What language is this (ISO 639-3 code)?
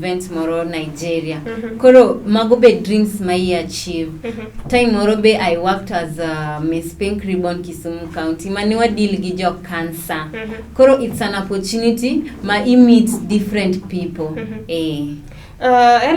luo